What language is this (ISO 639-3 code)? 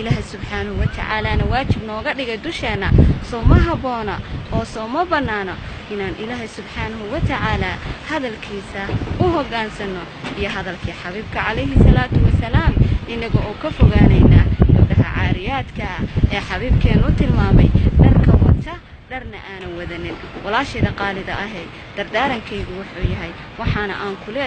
som